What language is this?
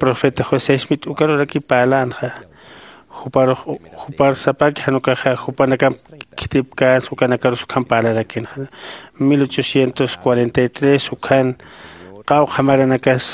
Aymara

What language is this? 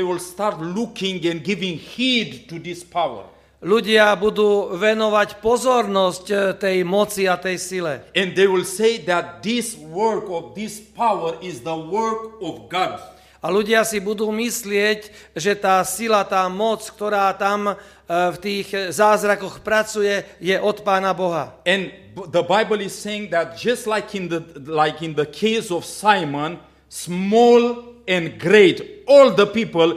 Slovak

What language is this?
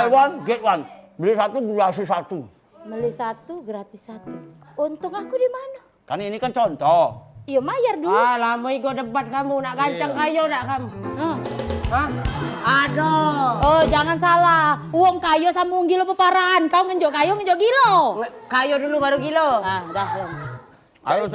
Musi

